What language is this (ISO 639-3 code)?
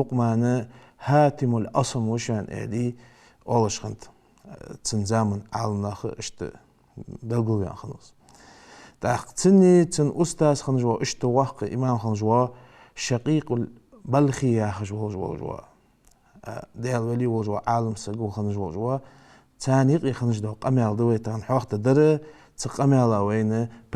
inh